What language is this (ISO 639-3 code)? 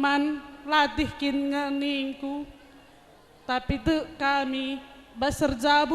btx